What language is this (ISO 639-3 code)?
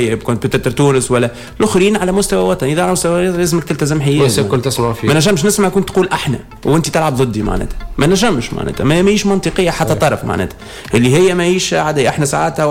aeb